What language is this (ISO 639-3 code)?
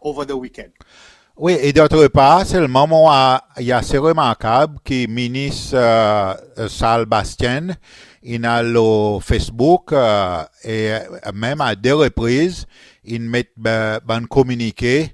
crs